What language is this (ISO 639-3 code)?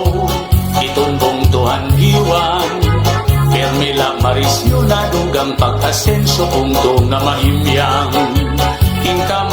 war